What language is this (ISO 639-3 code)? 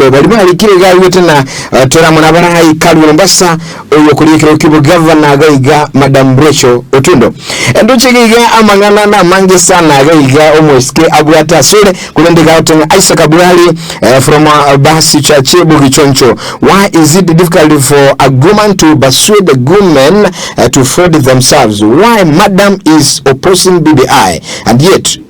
guz